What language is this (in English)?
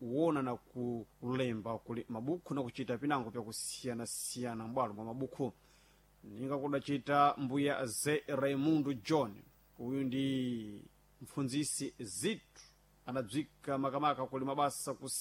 Sena